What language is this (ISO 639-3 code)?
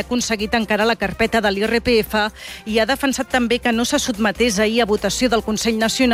cat